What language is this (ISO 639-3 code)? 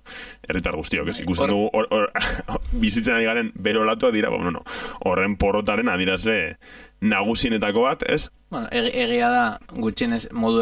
eus